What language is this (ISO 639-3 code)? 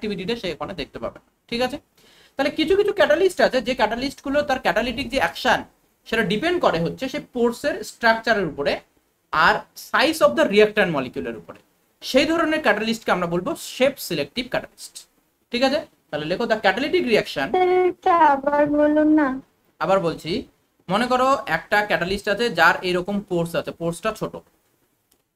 ben